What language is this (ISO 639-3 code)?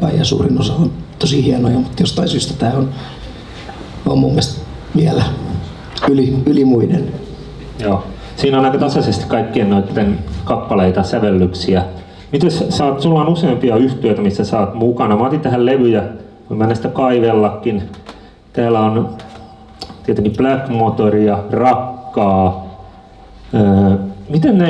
fin